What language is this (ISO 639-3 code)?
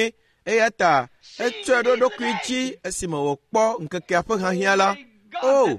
ewe